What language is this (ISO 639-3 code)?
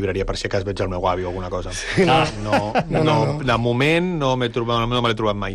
cat